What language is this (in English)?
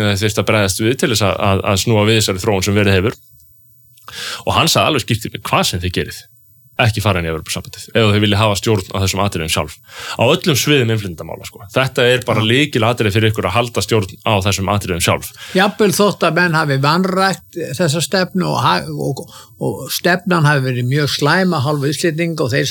Icelandic